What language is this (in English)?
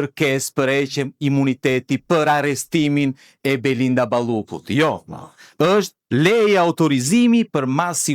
Albanian